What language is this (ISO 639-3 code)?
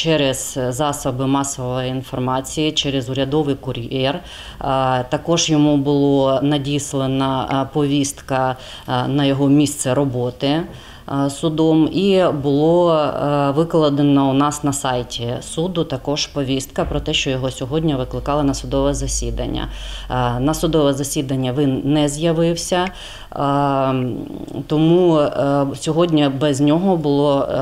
ukr